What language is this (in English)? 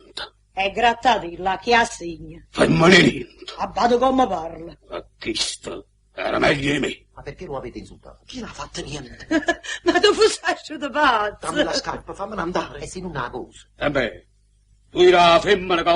Neapolitan